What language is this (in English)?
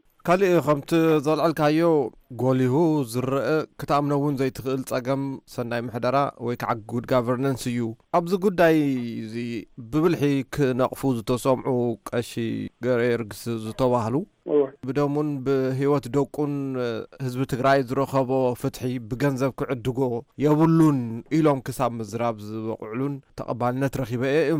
Tigrinya